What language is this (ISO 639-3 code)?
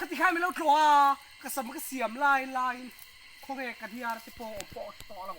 lus